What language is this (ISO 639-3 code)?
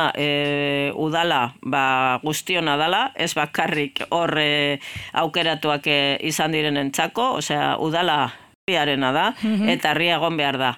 eus